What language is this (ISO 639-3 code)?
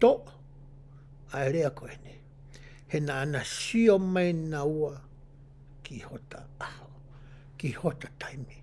ton